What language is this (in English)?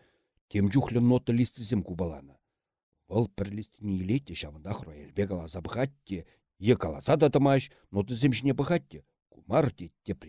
Chuvash